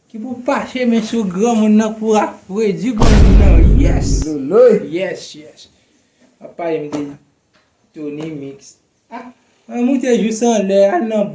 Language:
Haitian Creole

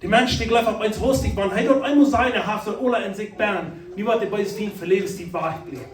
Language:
Plautdietsch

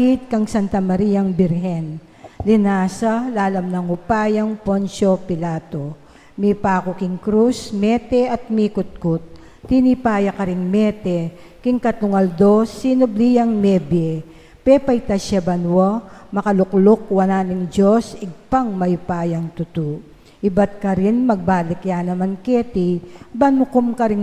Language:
Pampanga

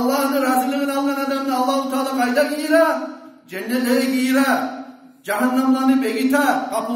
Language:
Kumyk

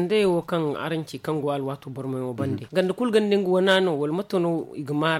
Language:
Zarma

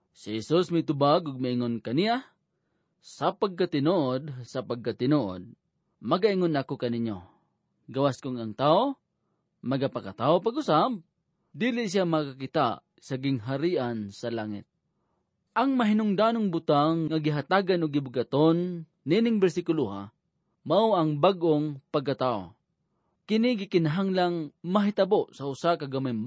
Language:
Cebuano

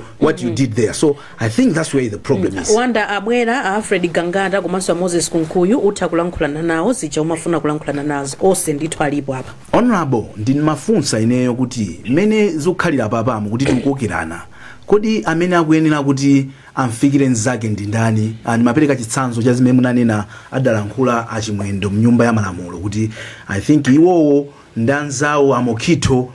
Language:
Nyanja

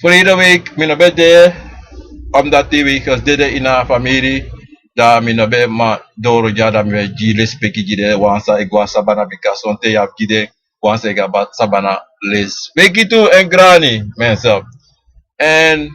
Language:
Sranan Tongo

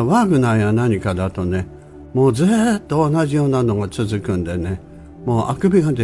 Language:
Japanese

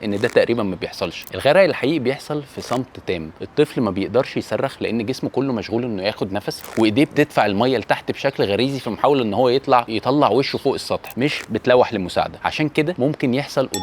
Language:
Egyptian Arabic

